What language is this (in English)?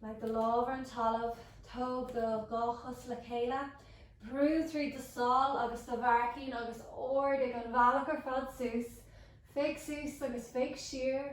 Irish